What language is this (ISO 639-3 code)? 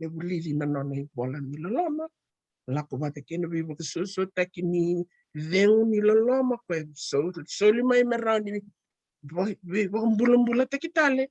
fij